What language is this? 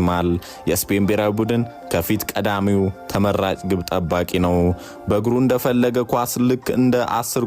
Amharic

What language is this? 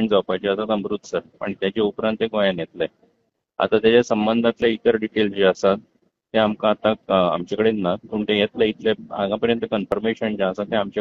Konkani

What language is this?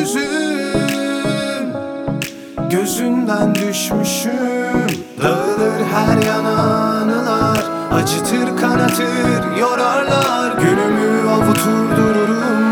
Turkish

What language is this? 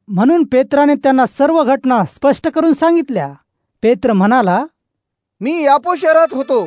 Marathi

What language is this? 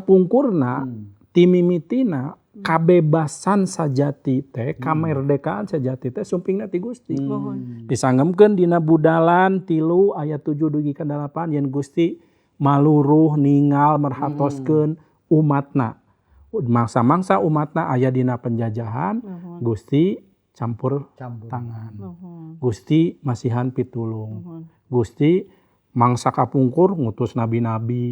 Sundanese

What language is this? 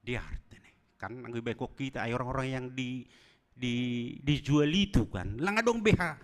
Batak Simalungun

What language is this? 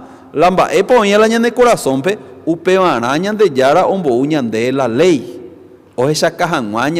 Guarani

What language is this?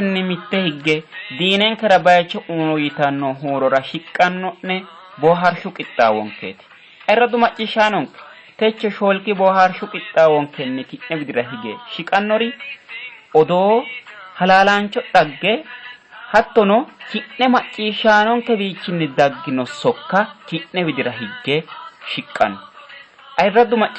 Sidamo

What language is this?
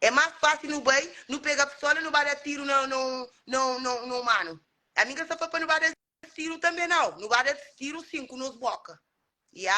Kabuverdianu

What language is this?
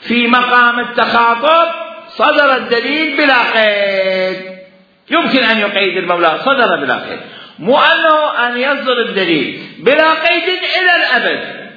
Mesopotamian Arabic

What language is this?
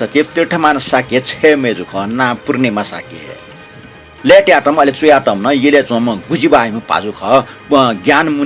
Newari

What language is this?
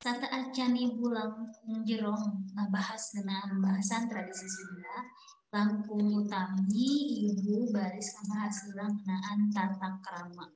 Sundanese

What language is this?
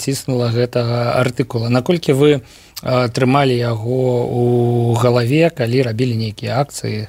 Belarusian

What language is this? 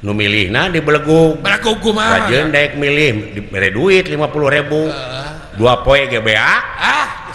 Sundanese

